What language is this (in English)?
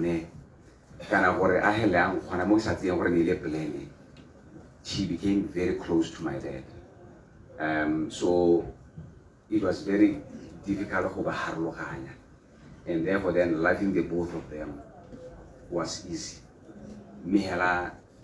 Tswana